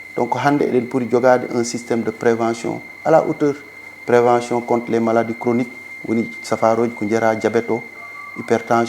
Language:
Fula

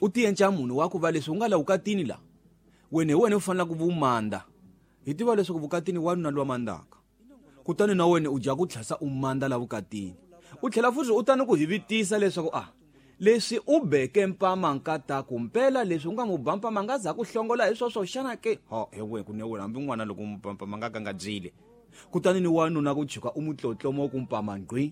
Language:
Tsonga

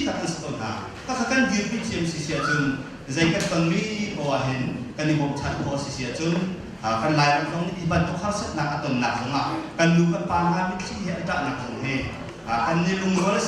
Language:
Hakha Chin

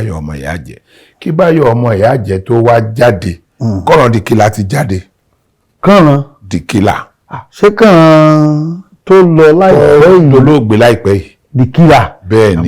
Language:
Yoruba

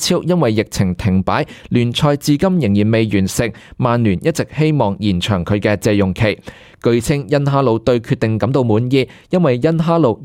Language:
Cantonese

